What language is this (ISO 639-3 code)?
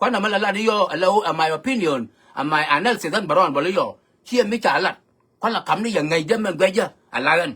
nus